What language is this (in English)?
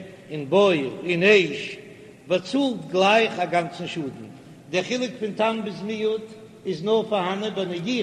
Yiddish